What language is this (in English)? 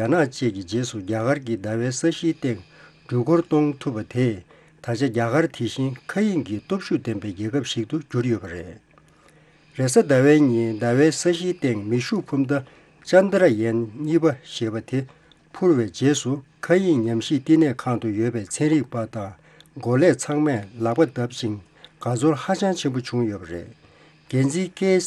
Tibetan